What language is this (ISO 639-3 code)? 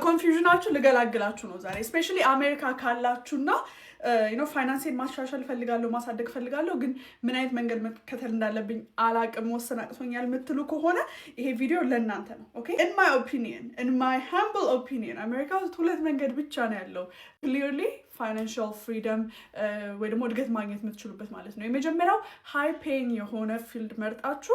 amh